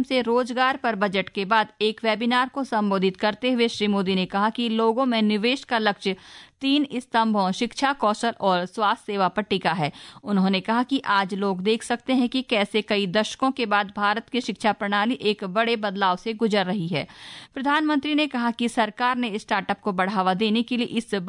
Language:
Hindi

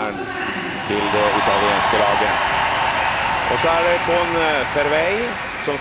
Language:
Norwegian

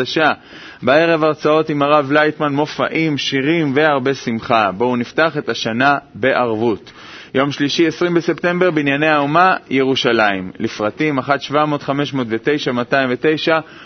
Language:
Hebrew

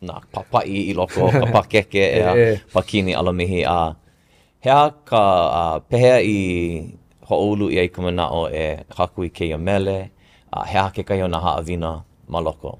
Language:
Hawaiian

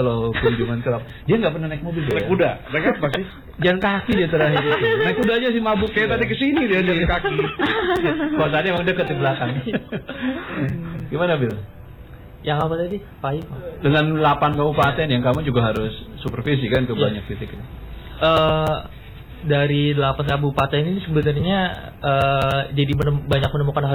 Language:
Indonesian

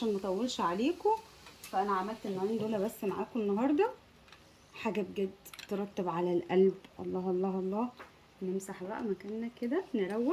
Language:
Egyptian Arabic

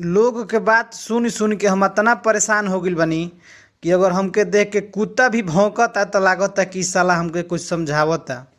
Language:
Bhojpuri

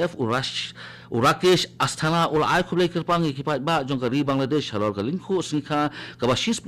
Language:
Khasi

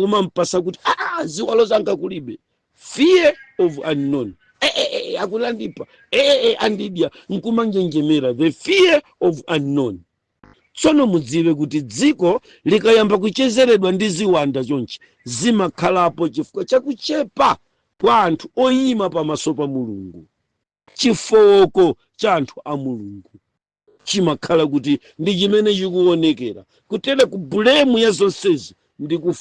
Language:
Nyanja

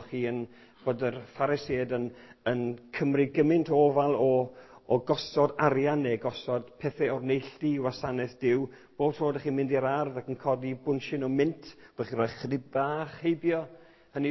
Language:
Welsh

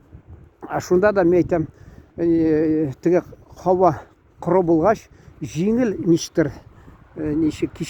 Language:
Tatar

